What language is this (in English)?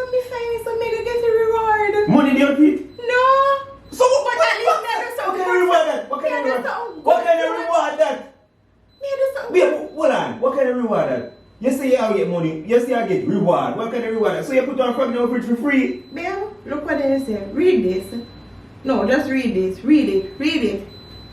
Jamaican Creole English